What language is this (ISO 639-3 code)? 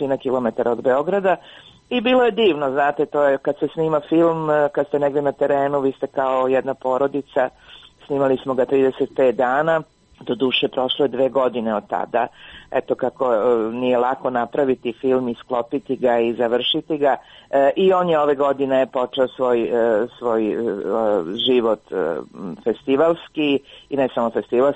srp